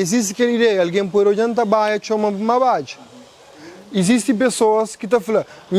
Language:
Kabuverdianu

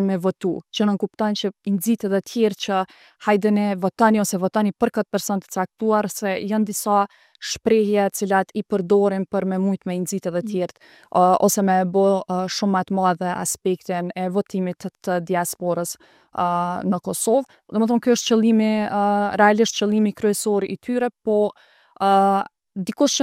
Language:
Albanian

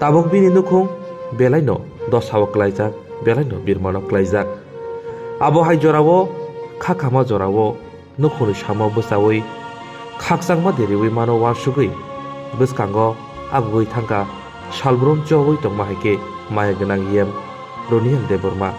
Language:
Kok Borok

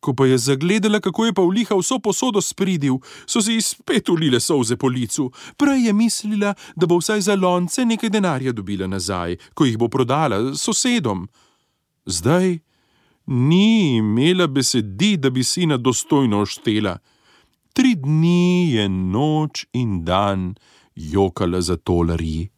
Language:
Slovenian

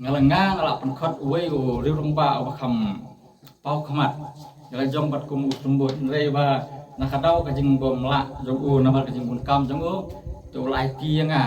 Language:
Khasi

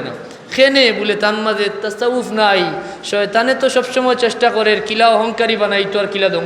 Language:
Sylheti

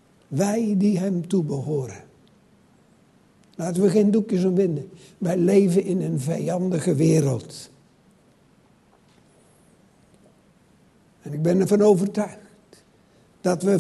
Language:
Dutch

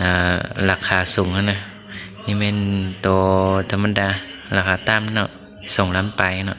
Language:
Lao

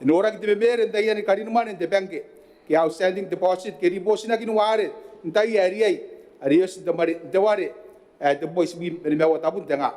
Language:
Gilbertese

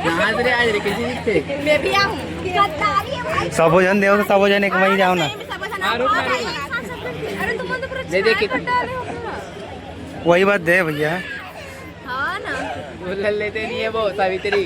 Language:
Chhattisgarhi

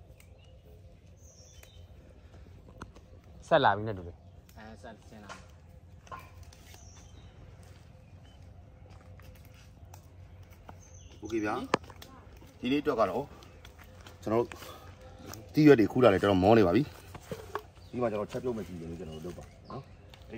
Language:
Burmese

